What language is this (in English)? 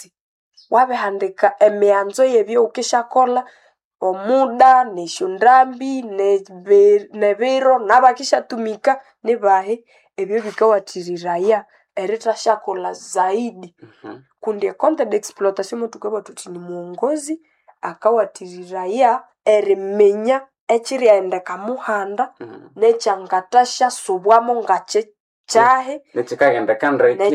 Nande